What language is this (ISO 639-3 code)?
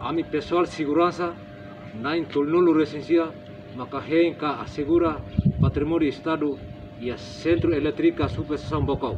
tet